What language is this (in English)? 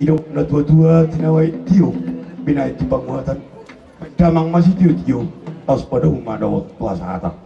Batak Toba